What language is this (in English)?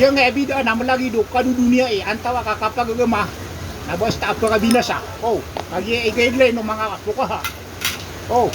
Maranao